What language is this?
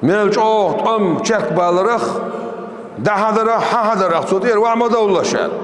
Chechen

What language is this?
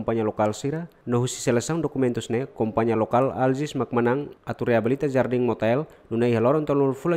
Tetum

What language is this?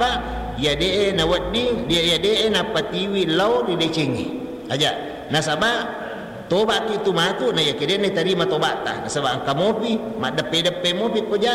Buginese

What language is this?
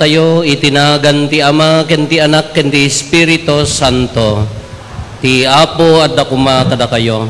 Iloko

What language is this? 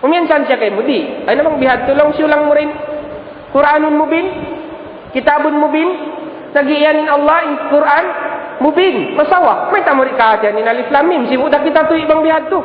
Tausug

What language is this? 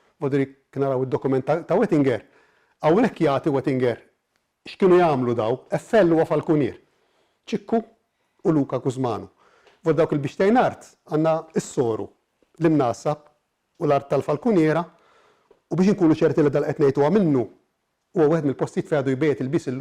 Maltese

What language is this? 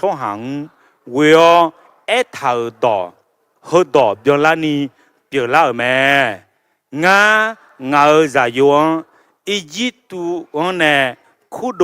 Akha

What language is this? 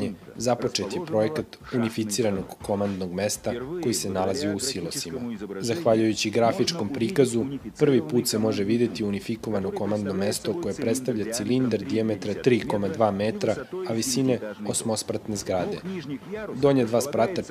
Serbian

